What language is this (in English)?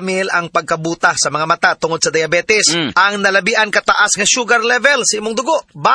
Cebuano